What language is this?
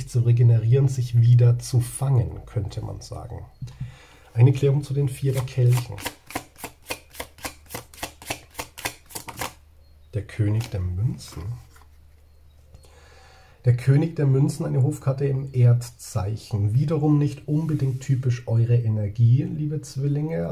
German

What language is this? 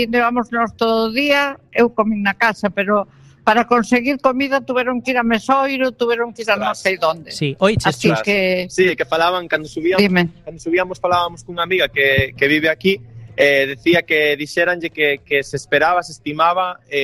Galician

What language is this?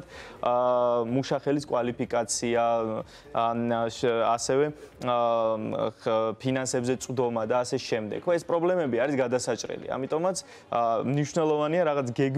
Georgian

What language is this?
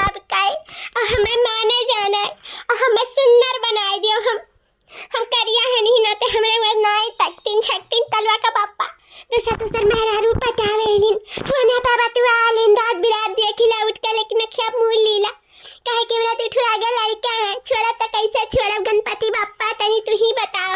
Awadhi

